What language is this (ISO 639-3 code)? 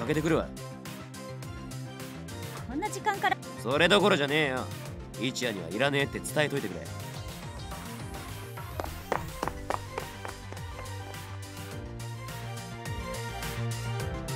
jpn